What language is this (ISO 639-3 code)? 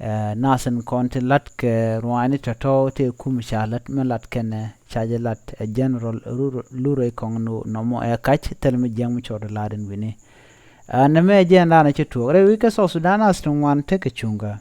nus